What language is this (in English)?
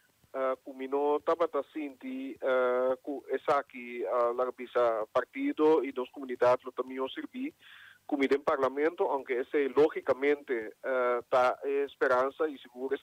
Papiamento